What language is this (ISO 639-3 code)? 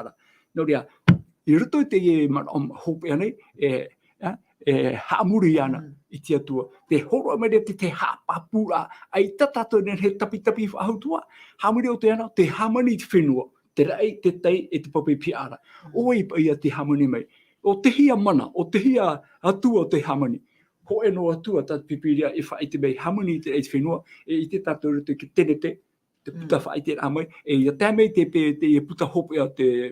tah